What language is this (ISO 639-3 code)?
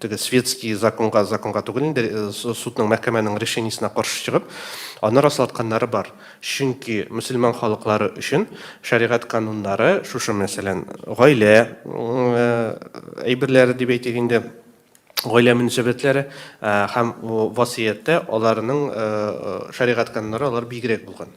tat